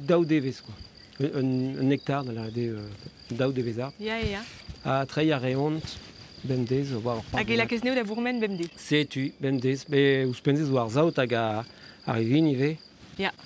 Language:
Breton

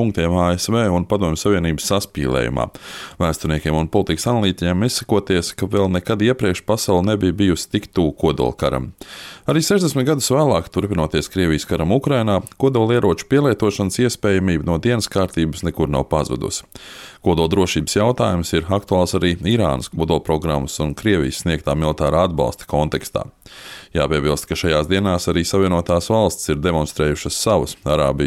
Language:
Latvian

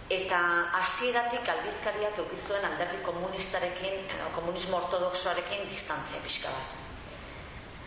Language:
Basque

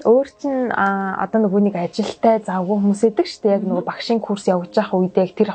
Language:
Mongolian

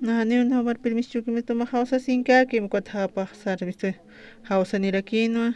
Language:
Aymara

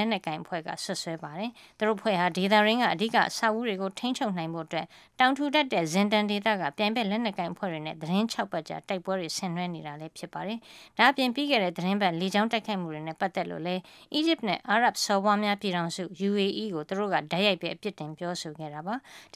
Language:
Burmese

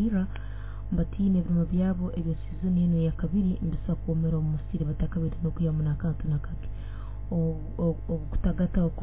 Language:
Nyoro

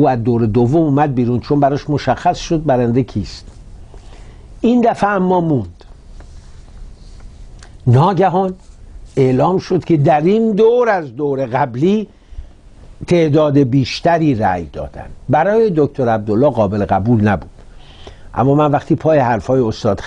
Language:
Persian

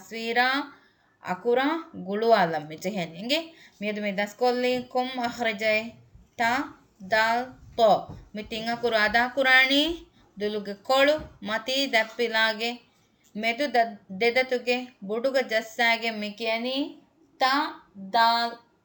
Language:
Divehi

